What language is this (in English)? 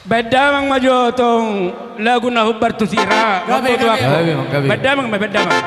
Batak Toba